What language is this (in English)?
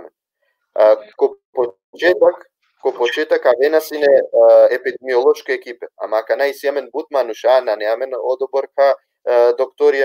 Balkan Romani